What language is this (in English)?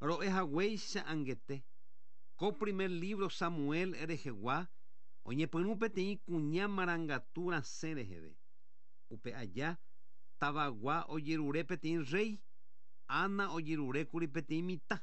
Guarani